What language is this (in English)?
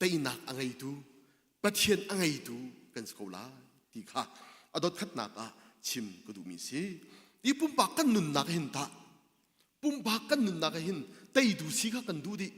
Hakha Chin